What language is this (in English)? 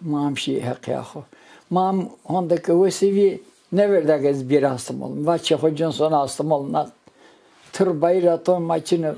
Zaza